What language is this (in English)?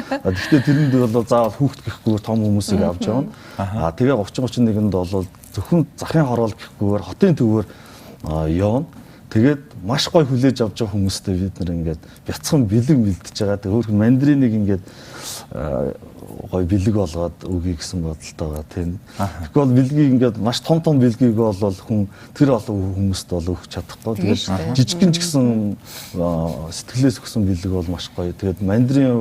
Mongolian